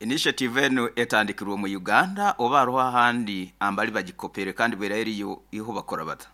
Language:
Nyoro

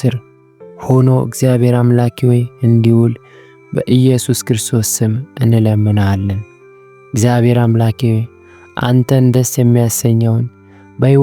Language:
Amharic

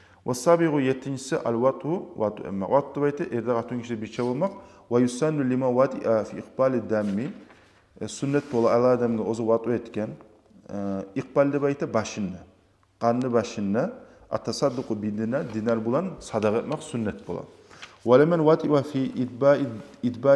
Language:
Kumyk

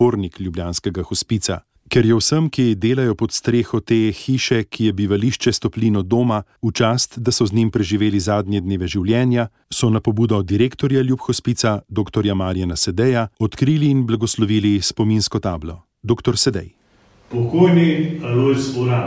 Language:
Slovenian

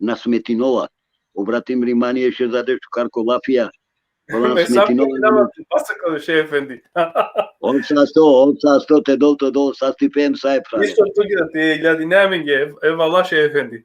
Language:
Balkan Romani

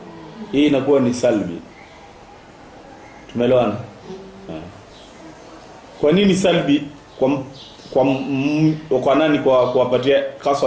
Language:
Swahili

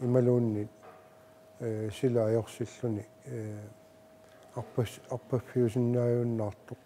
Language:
Kalaallisut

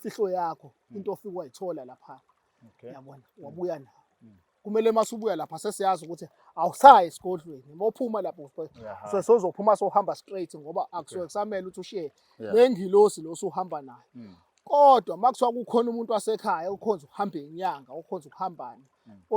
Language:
Zulu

